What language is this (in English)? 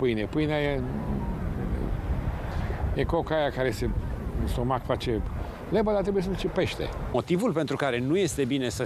Romanian